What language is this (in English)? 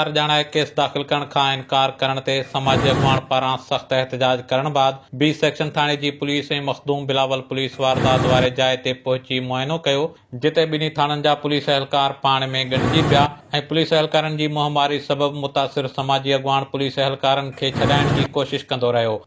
Sindhi